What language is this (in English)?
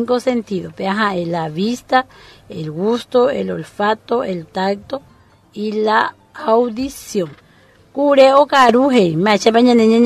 Guarani